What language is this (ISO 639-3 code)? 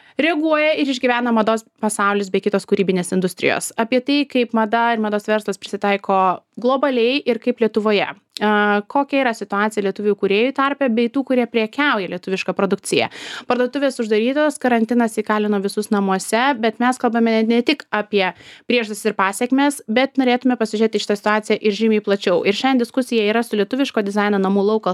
lit